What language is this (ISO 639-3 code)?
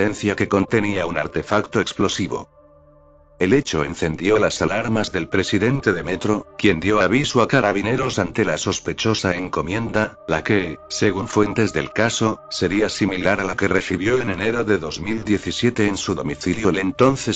spa